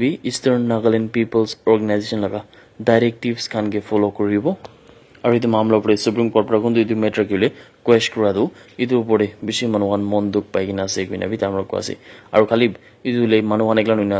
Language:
Naga Pidgin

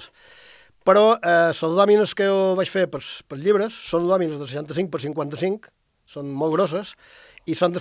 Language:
Catalan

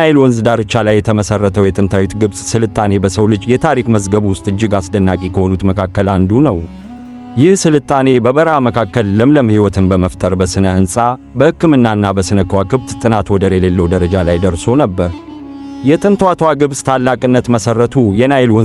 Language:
Amharic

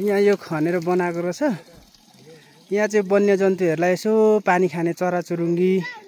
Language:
Nepali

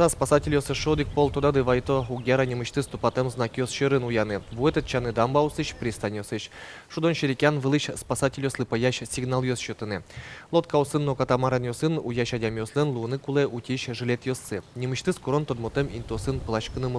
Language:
Udmurt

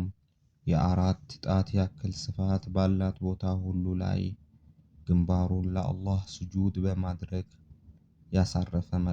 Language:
Amharic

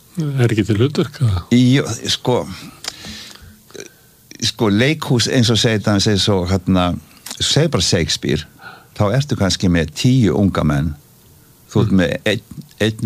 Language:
Icelandic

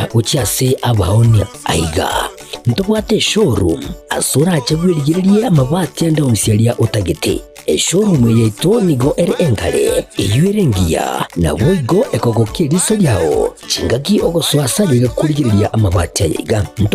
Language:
Gusii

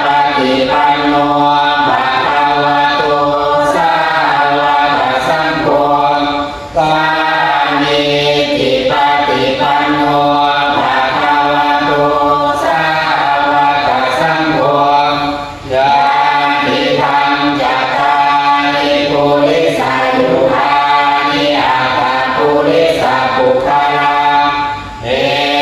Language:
Pali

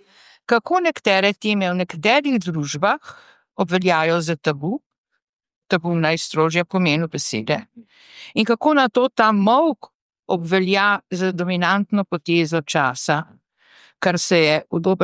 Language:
Slovenian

